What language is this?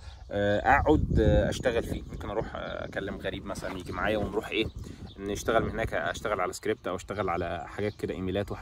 Egyptian Arabic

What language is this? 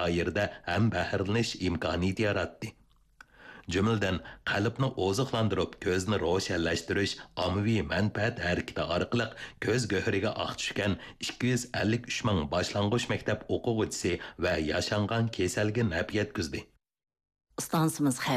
Uyghur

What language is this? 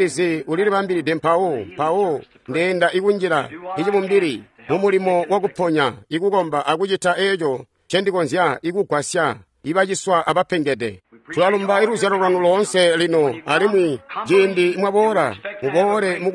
Tonga (Zambia)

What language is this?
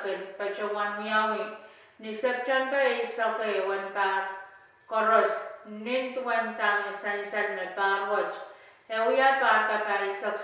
Pohnpeian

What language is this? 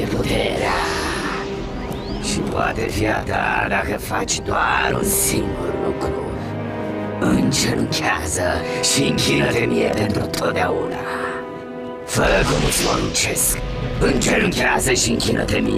Romanian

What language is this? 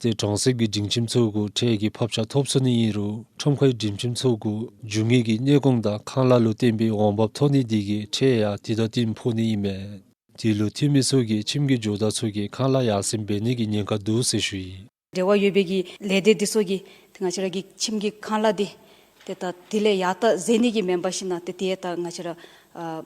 Dzongkha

